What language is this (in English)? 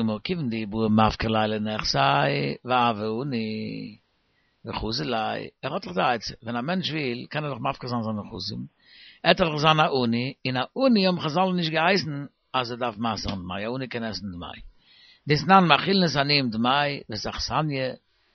Yiddish